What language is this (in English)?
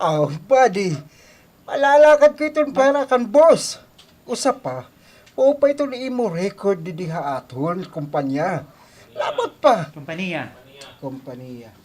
Waray